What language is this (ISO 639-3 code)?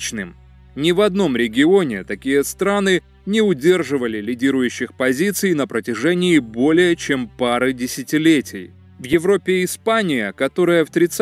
rus